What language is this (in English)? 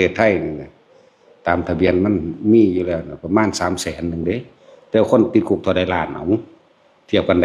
Northeastern Thai